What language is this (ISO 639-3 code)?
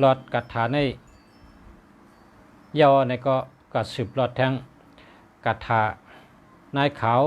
shn